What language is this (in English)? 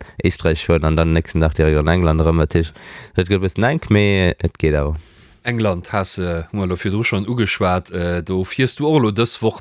Luxembourgish